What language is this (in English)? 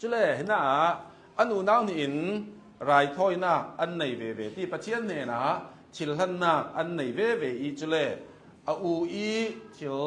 Hakha Chin